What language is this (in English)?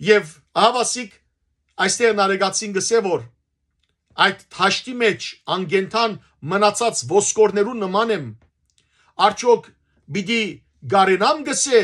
Western Armenian